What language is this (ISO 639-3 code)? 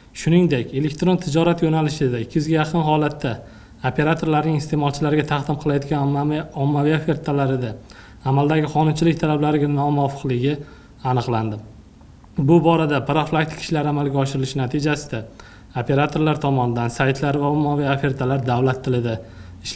uzb